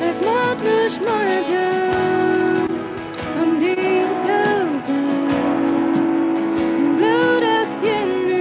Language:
Plautdietsch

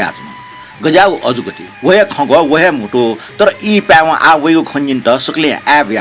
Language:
Newari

